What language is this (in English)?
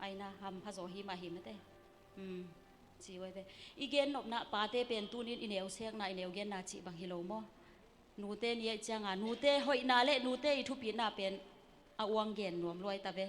Tedim Chin